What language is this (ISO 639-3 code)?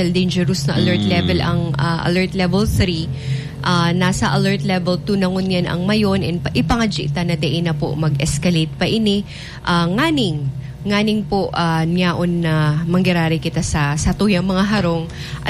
bik